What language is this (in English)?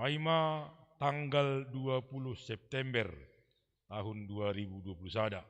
Batak Simalungun